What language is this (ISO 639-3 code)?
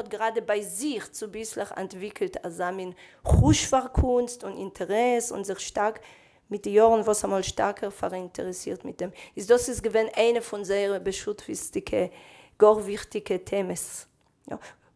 yid